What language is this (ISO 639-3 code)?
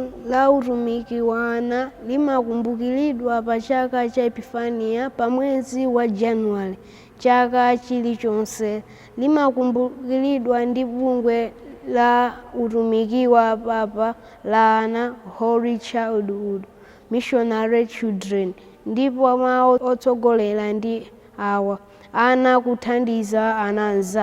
nya